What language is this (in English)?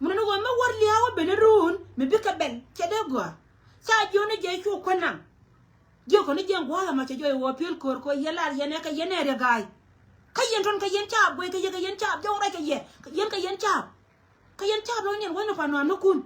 Nuer